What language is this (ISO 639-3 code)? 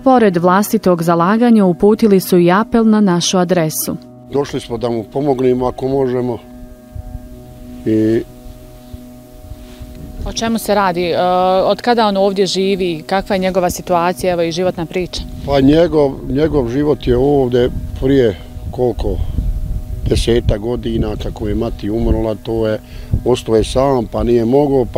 bos